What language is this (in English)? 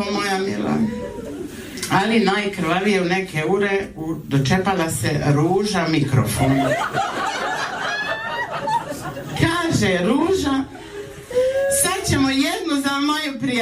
Croatian